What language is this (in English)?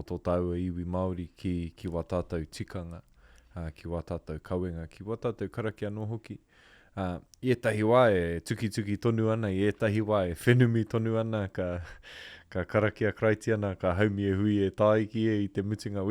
Māori